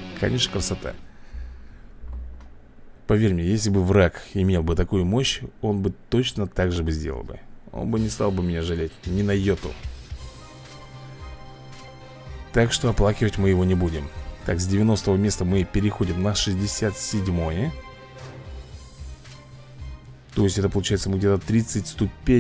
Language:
Russian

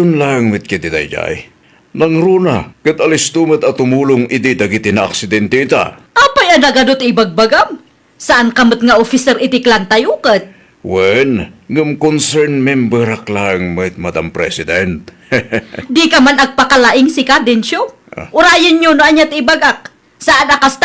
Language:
Iloko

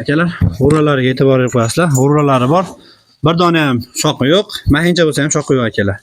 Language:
Uzbek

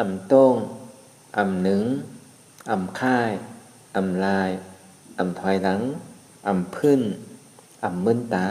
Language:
Shan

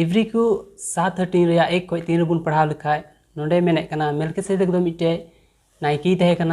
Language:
Santali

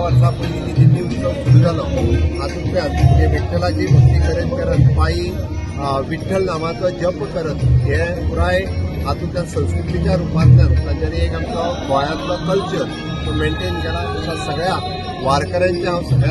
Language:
Konkani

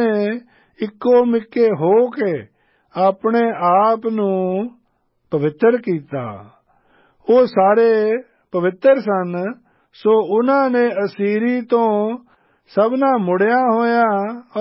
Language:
Punjabi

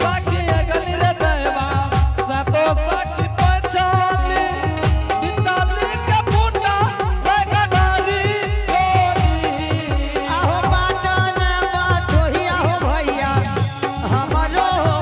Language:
Angika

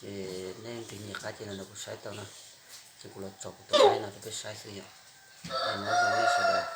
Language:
Hmong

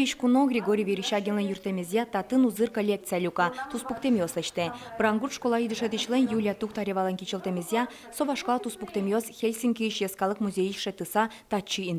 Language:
Udmurt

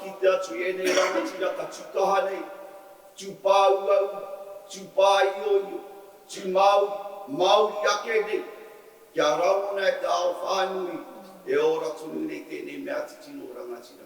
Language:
Māori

